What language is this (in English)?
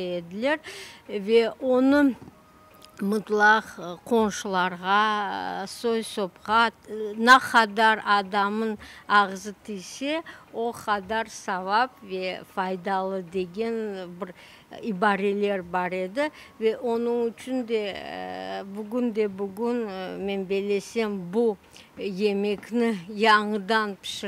Crimean Tatar